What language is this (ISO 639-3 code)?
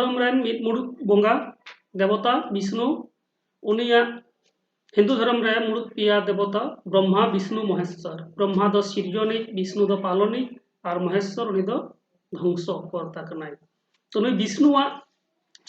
sat